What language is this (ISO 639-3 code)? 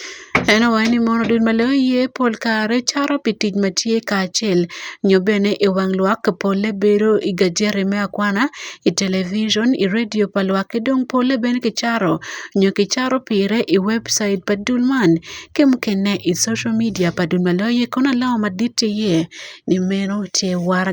ach